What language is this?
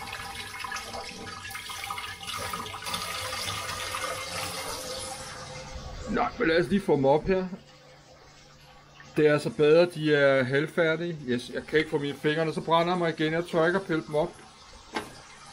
Danish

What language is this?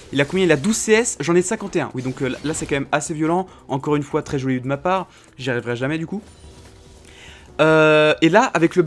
French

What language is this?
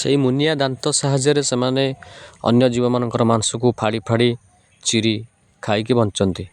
Odia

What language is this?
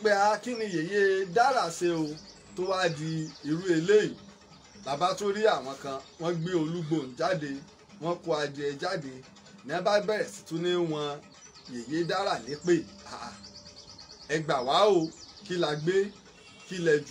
Yoruba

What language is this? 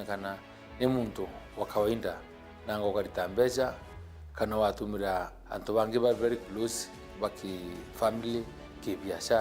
Meru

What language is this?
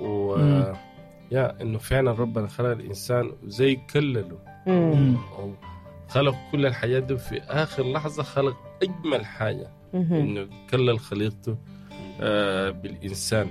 Sudanese Arabic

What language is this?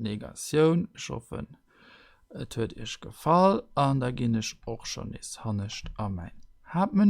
Luxembourgish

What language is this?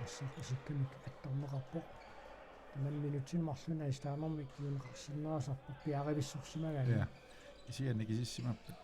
Kalaallisut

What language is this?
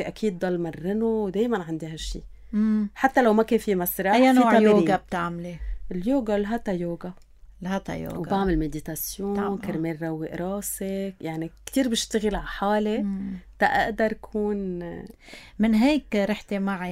North Levantine Arabic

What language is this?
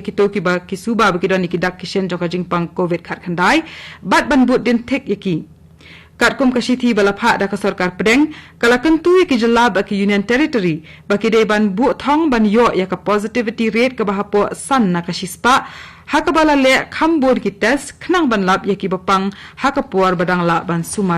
Khasi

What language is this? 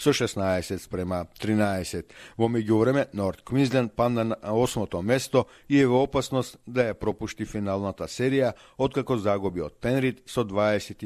Macedonian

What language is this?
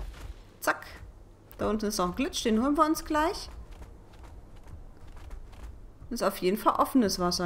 German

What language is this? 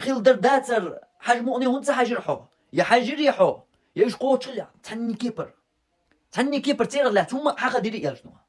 Chechen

